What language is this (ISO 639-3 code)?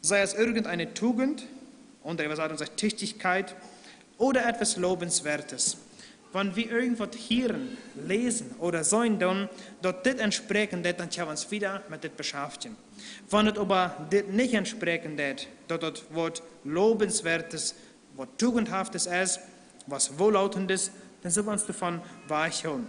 pdt